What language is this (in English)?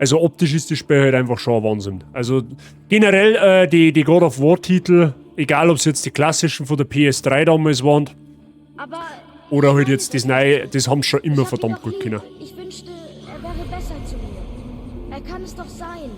Bavarian